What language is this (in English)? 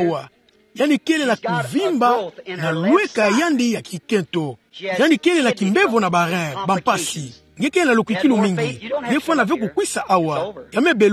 Kituba (Democratic Republic of Congo)